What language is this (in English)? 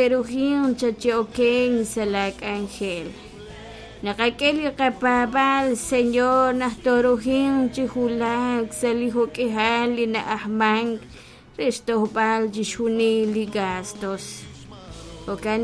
Kekchí